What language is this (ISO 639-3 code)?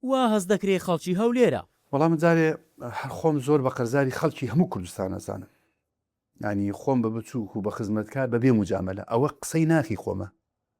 ckb